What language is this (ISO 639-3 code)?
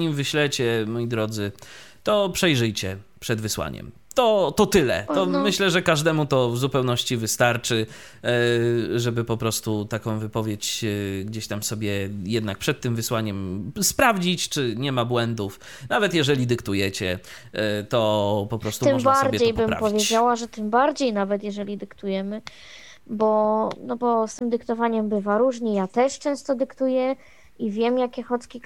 pol